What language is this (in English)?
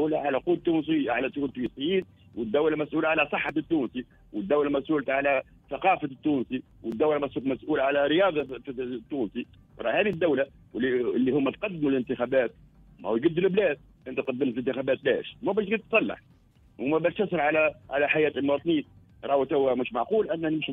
Tunisian Arabic